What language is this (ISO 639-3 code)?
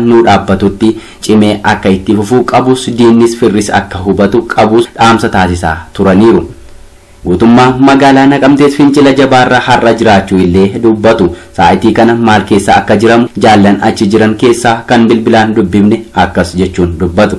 orm